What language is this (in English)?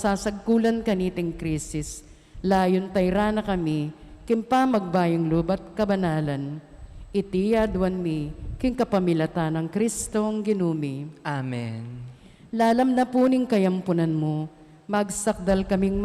Pampanga